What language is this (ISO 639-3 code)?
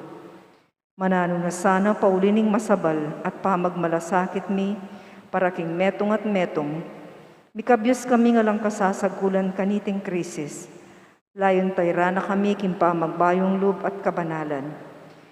pam